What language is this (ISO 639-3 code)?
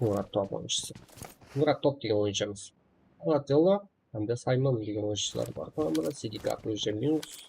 kaa